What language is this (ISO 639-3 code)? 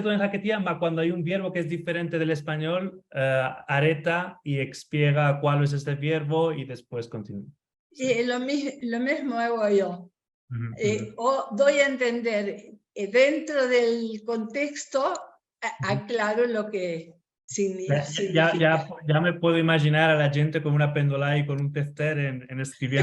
lad